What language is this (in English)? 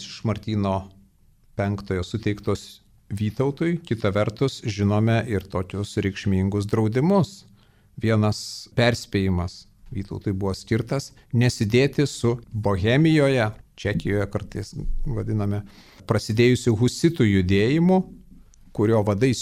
Lithuanian